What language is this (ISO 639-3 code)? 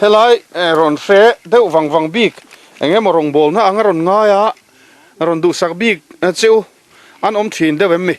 lus